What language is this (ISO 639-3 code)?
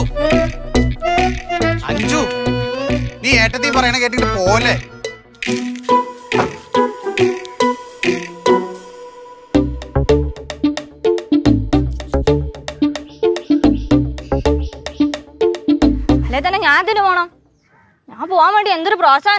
mal